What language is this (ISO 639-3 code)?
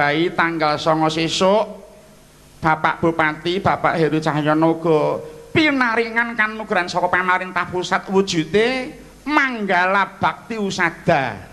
jav